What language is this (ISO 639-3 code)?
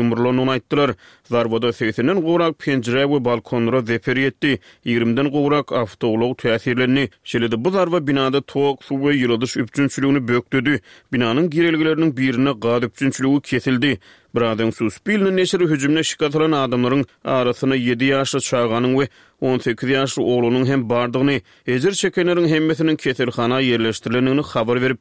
tuk